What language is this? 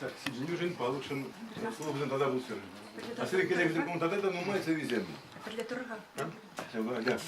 Chuvash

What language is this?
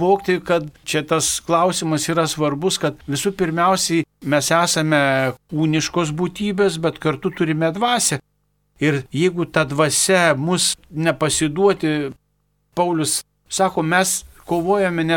Lithuanian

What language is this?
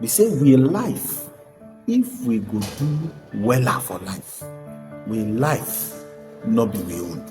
Nigerian Pidgin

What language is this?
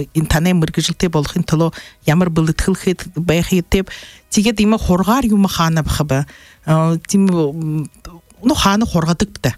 Buriat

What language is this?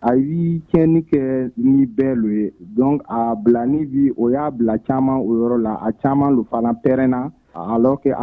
Bambara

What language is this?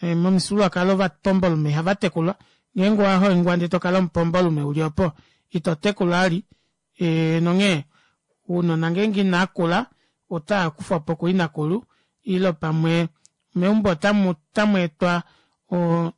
Kuanyama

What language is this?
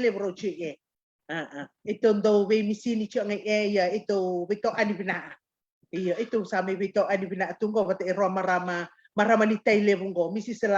Fijian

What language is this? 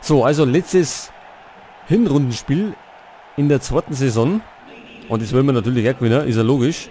Bavarian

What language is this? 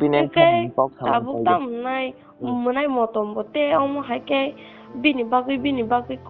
Kok Borok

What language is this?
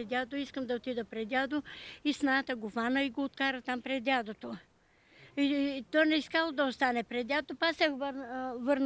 Bulgarian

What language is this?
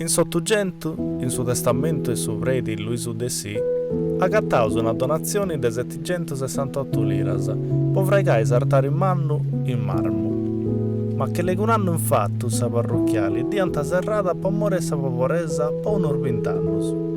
Sardinian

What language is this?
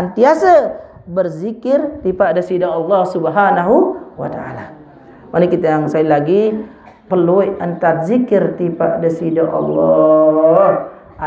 Sasak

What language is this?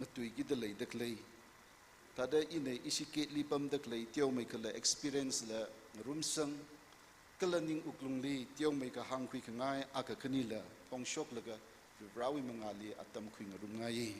Tangkhul Naga (India)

